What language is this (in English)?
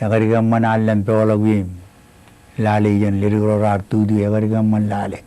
Marshallese